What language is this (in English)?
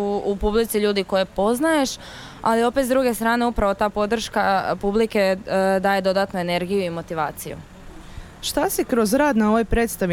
Serbian